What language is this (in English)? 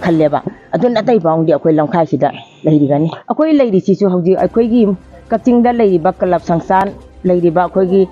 Manipuri